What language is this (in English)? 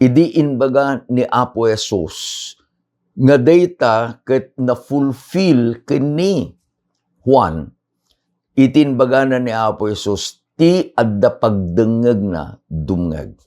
Iloko